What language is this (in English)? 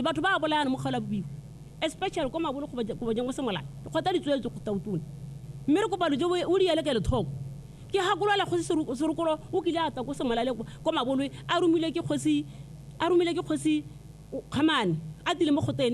Tswana